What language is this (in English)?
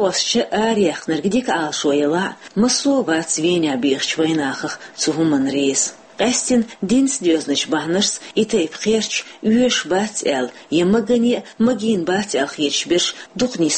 Chechen